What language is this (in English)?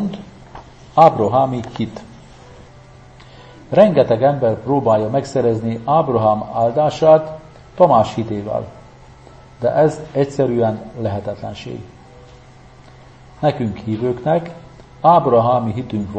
Hungarian